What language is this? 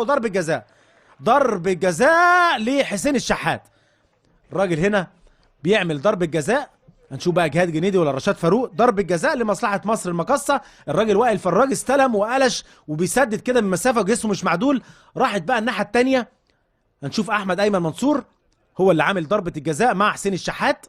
Egyptian Arabic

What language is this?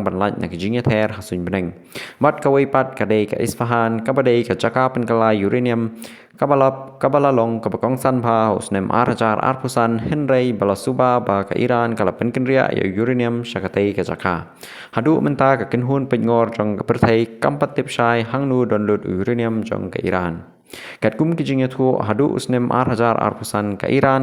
Khasi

